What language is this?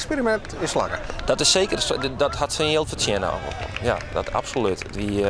Western Frisian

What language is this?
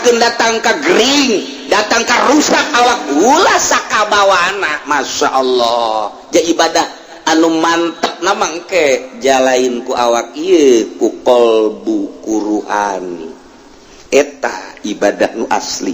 Sundanese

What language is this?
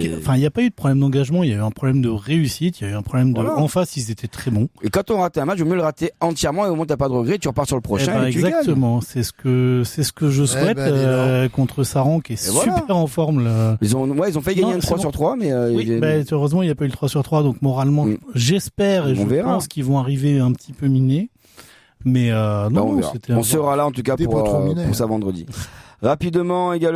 French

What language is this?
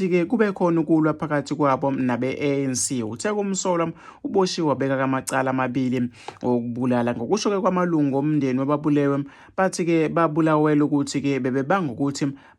Zulu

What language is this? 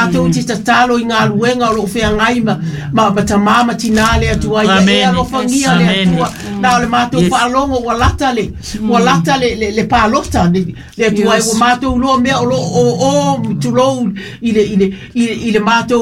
Samoan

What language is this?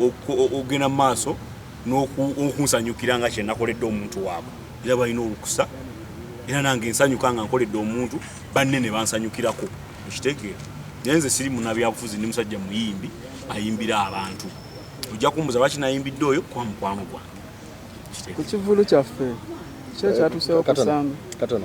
Ganda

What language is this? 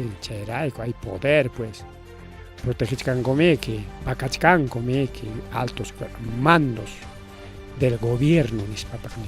Ayacucho Quechua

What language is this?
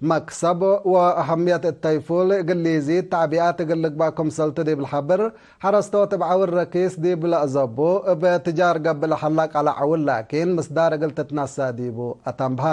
Tigre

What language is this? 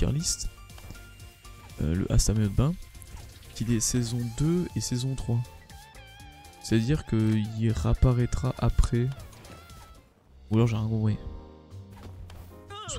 French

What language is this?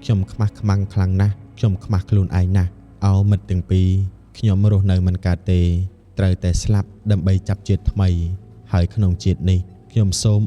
Khmer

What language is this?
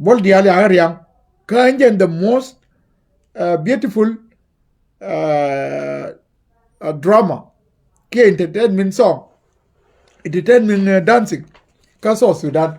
Nuer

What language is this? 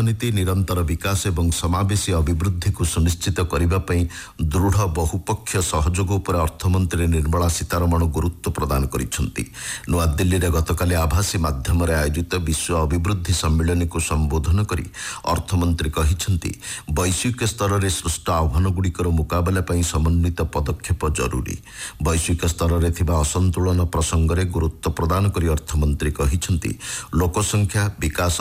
Odia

